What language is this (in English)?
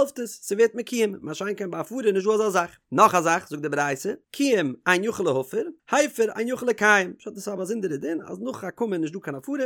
Yiddish